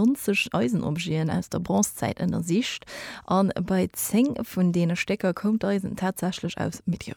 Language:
Luxembourgish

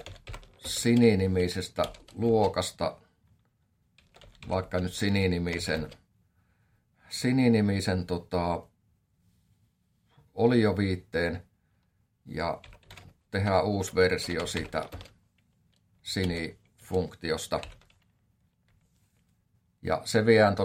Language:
Finnish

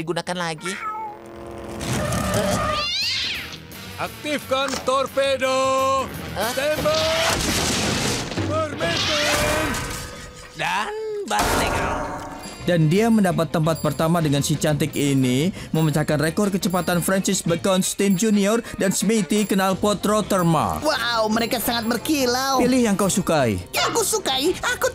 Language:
Indonesian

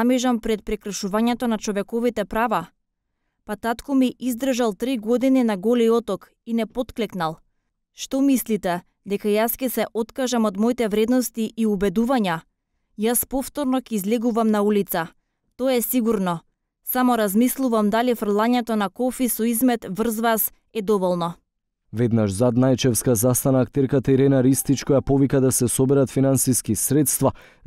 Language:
Macedonian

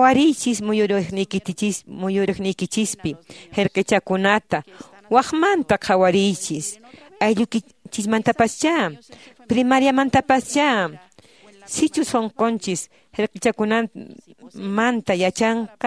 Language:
Quechua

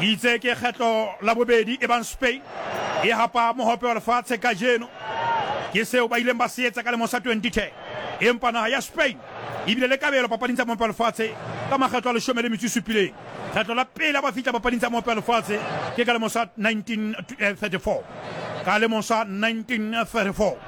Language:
Southern Sotho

